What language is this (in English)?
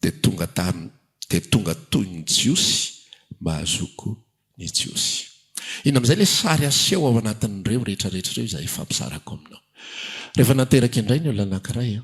Malagasy